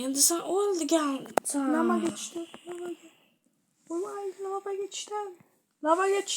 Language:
Uzbek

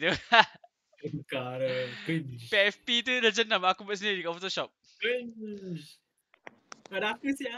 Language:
Malay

